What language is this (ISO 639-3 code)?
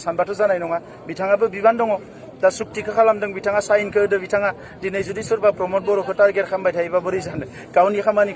brx